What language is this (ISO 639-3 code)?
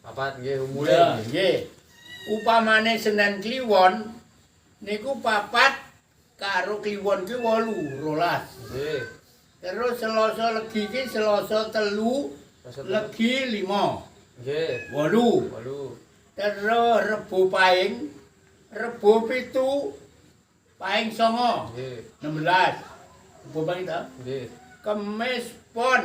jav